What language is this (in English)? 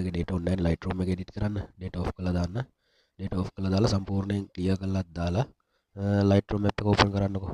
Sinhala